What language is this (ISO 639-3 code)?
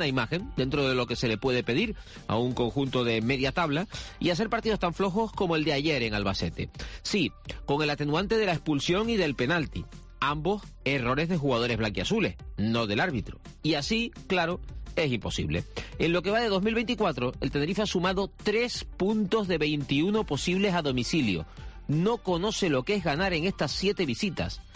spa